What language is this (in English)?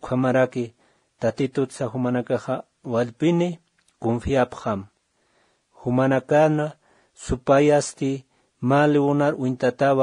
Aymara